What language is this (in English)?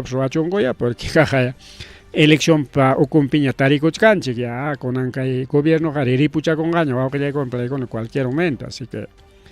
Ayacucho Quechua